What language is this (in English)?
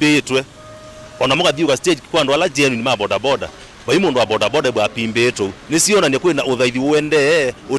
Kamba